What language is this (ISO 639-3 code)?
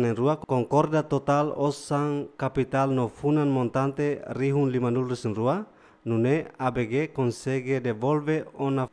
tet